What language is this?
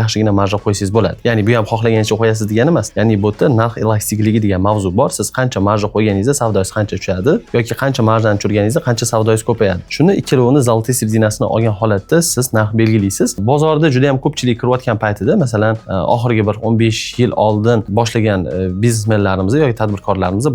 Uzbek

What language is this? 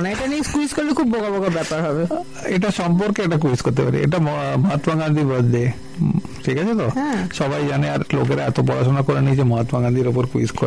Bangla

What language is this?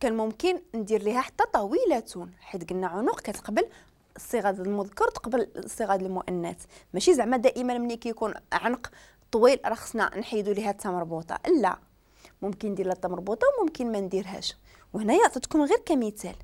Moroccan Arabic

